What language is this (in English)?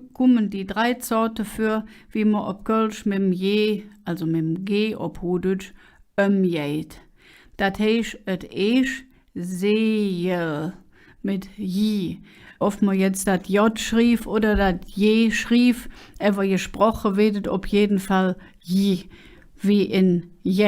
Colognian